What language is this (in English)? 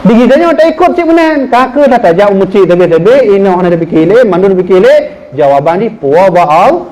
Achinese